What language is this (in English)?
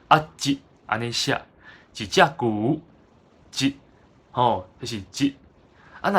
Min Nan Chinese